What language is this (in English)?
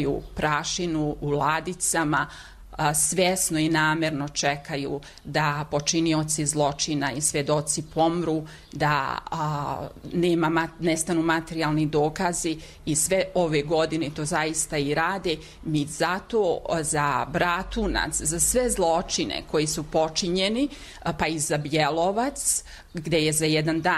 Serbian